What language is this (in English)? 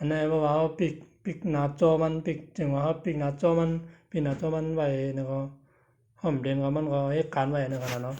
Shan